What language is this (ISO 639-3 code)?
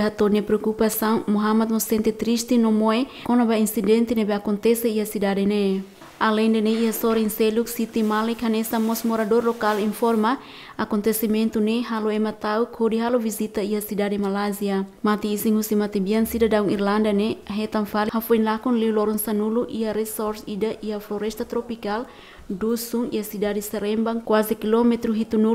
tet